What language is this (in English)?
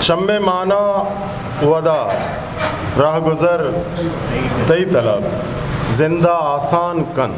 Eastern Balochi